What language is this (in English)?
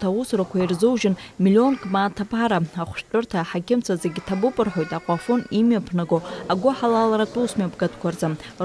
Abkhazian